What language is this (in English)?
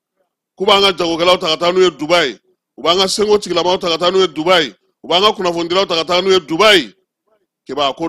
Bambara